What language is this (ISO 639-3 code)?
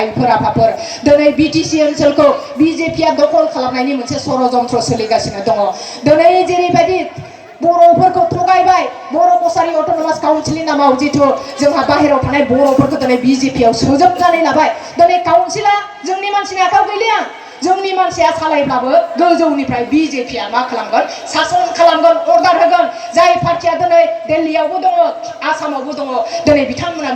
brx